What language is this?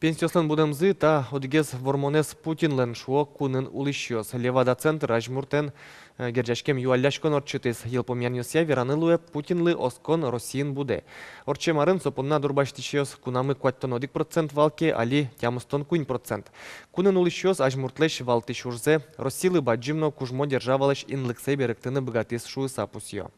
Udmurt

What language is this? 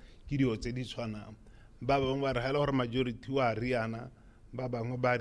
Tswana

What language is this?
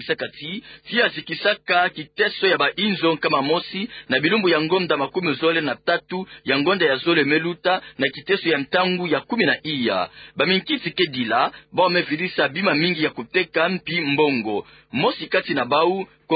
Kituba (Democratic Republic of Congo)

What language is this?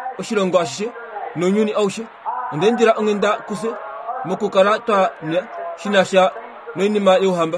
Kuanyama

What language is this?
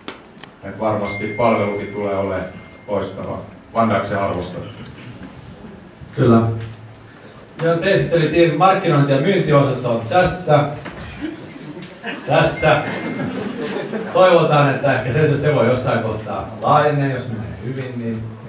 Finnish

